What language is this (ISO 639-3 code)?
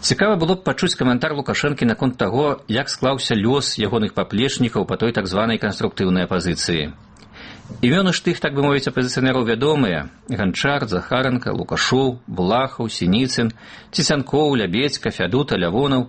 bel